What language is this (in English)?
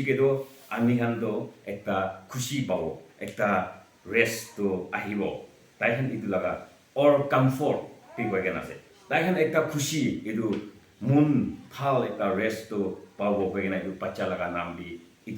Naga Pidgin